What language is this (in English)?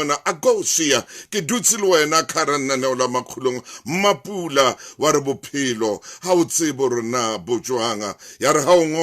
Southern Sotho